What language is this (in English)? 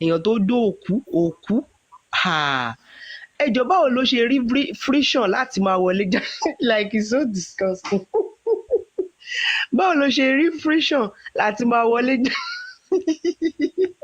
Yoruba